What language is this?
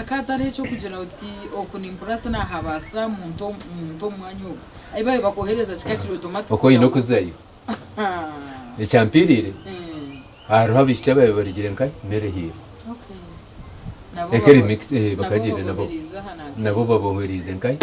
Nyankole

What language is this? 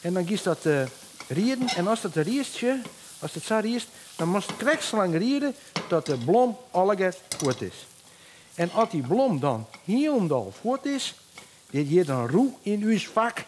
Western Frisian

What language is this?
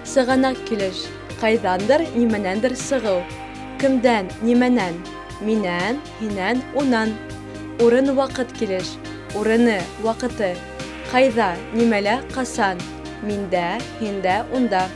Bashkir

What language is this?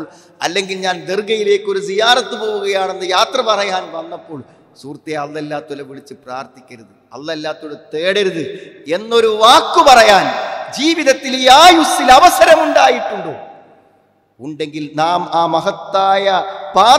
Malayalam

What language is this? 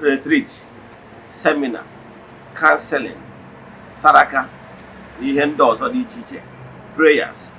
Igbo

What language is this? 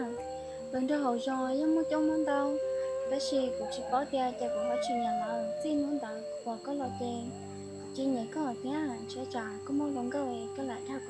Hmong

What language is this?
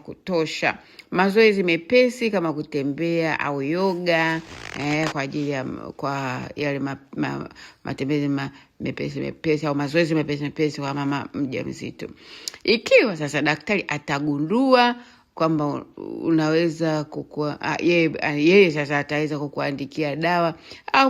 Swahili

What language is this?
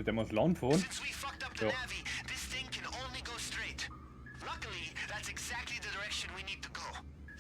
Bavarian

